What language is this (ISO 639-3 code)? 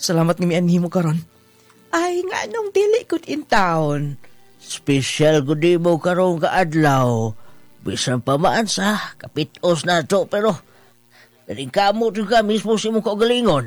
ceb